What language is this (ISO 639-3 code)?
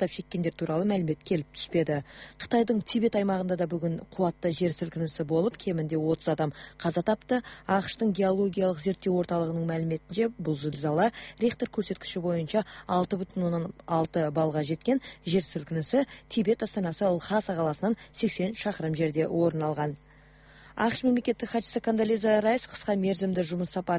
kaz